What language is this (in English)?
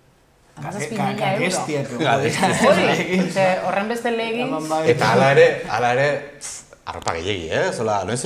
Basque